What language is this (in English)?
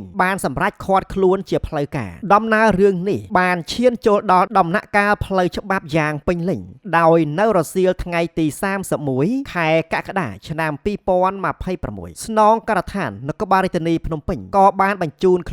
Khmer